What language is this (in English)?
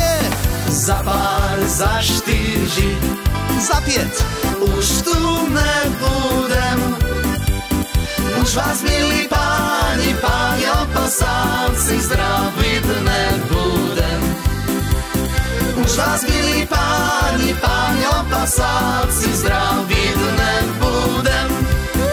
Slovak